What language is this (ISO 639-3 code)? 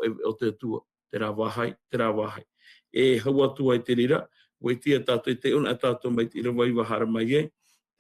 tah